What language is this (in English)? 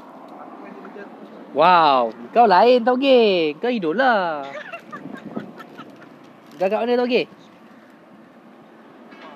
Malay